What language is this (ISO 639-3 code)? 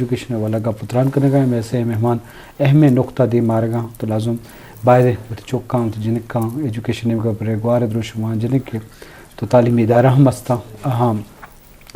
bgp